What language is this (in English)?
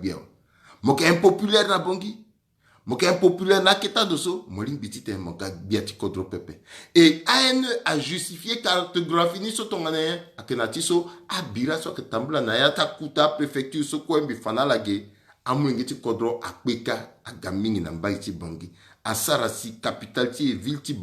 Sango